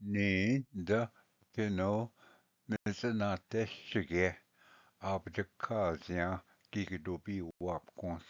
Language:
Ojibwa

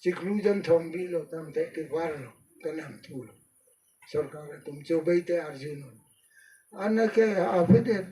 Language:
Karbi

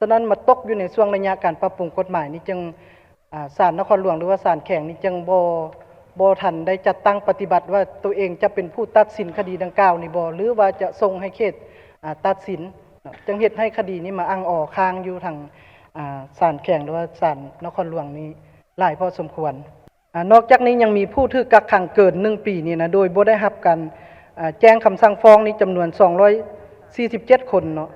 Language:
Lao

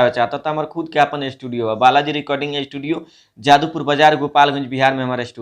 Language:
Bhojpuri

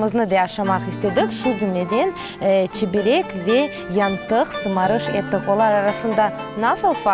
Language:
Crimean Tatar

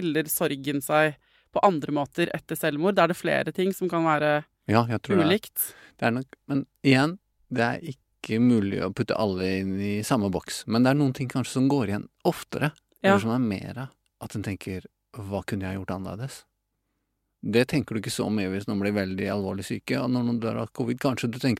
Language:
Norwegian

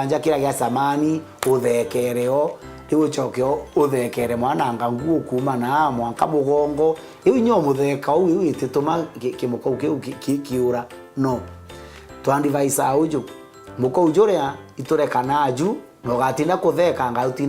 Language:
Meru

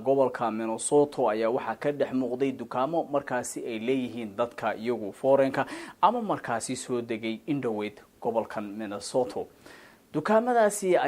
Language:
Somali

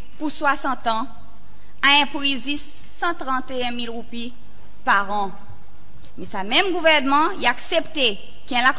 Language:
Seselwa Creole French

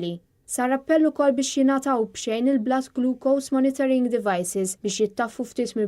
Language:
Maltese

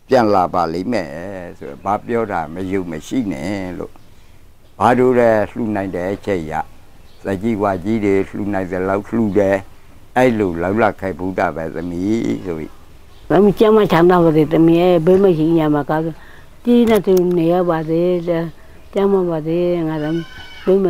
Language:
Burmese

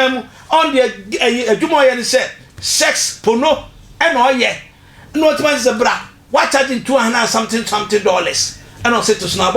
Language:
Akan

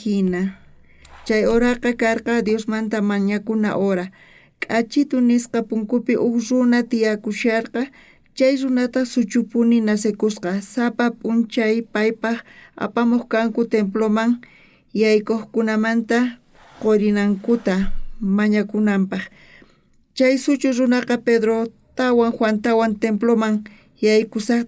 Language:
South Bolivian Quechua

